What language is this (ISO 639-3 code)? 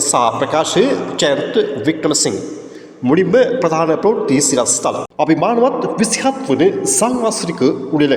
sin